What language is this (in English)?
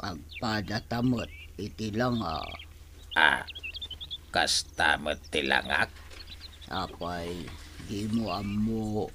Iloko